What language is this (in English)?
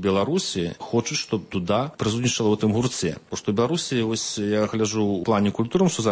Belarusian